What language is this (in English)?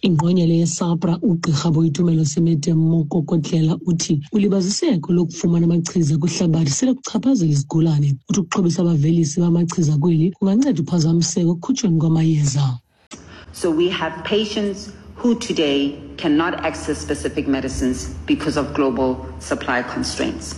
Xhosa